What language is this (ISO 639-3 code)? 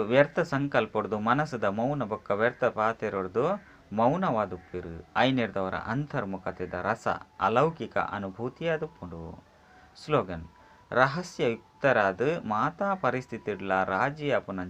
tcy